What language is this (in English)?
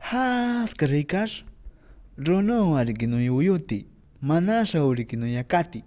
Shipibo-Conibo